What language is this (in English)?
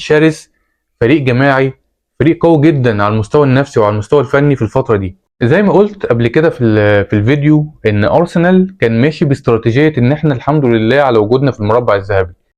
Egyptian Arabic